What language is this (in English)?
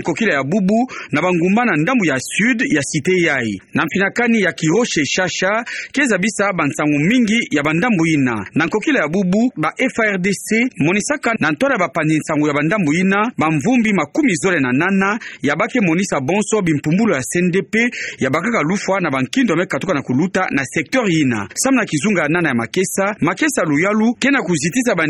Kituba (Democratic Republic of Congo)